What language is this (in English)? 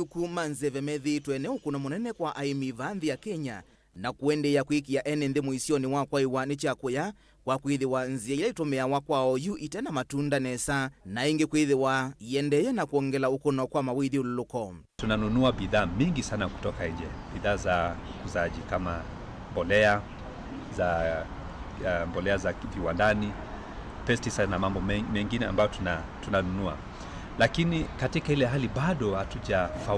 Kamba